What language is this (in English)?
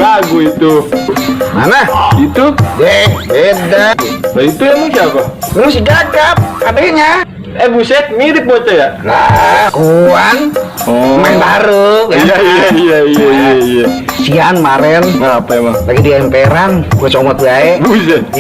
Betawi